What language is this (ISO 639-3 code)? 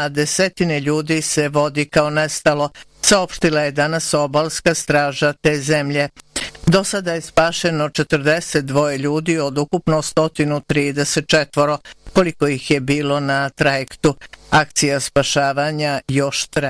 bos